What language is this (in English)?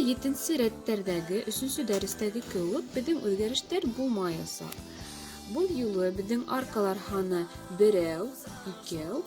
Bashkir